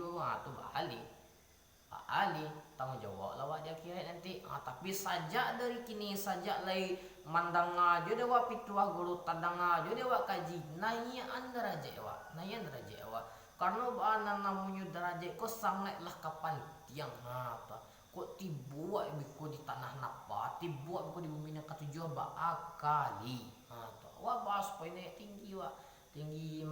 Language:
Minangkabau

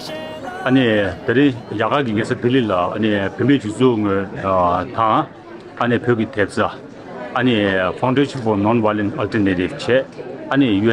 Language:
Tibetan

